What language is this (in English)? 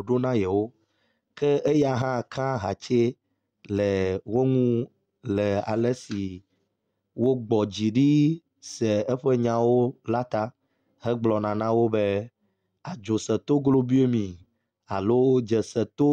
Ewe